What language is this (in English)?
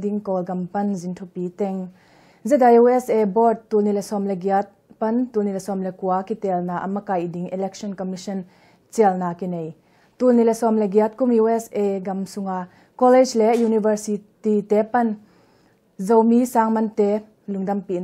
Tedim Chin